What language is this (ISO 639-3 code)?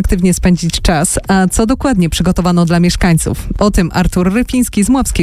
pol